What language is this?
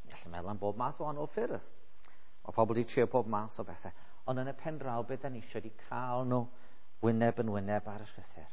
Welsh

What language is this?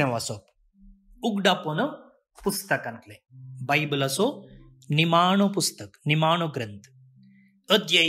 Konkani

